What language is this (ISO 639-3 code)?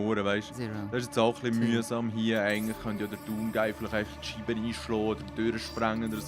gsw